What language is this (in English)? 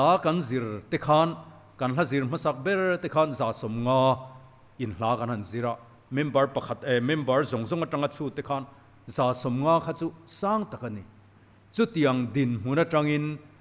Mizo